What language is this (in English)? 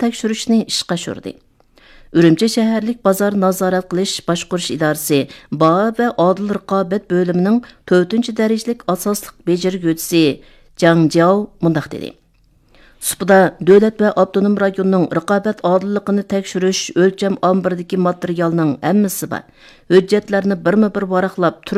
Uyghur